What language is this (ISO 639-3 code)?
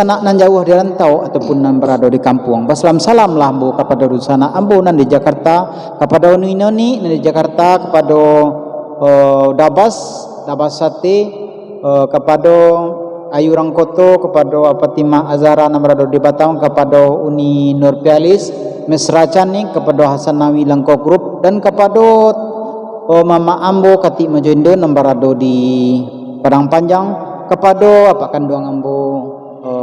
min